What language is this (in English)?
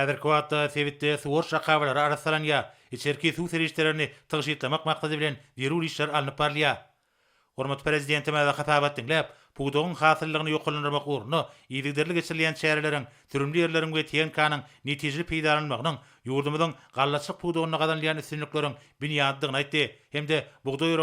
Turkmen